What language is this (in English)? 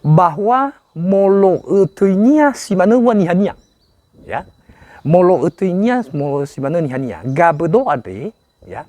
Nias